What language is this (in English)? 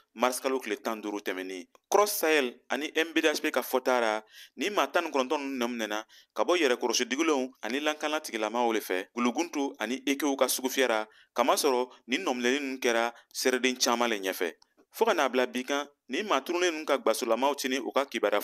Bambara